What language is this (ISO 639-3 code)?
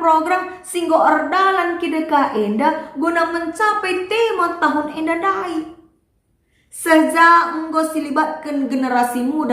btx